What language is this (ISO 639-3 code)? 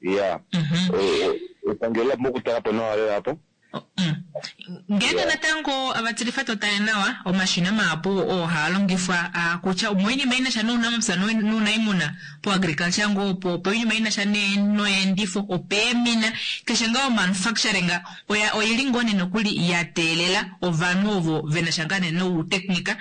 kua